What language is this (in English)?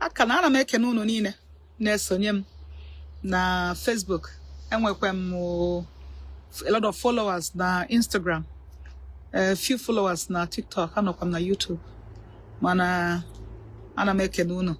Igbo